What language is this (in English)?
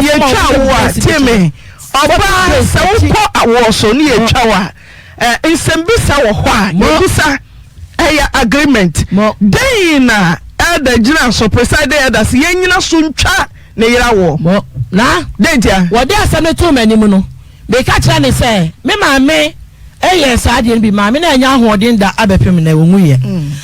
Akan